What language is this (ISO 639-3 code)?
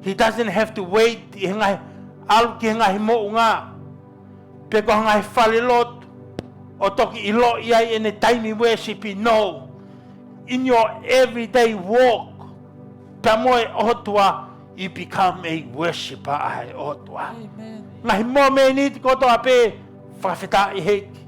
ton